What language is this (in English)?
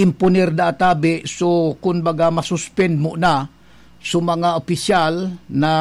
Bikol